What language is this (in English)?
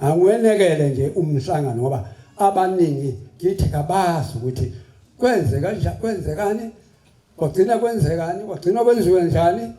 Zulu